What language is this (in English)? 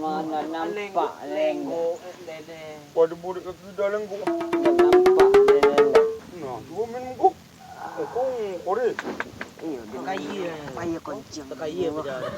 Minangkabau